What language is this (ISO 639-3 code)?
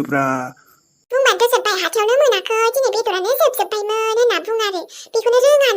brx